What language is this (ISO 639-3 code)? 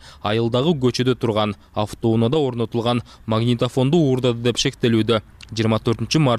kir